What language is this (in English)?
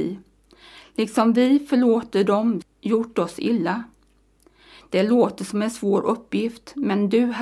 Swedish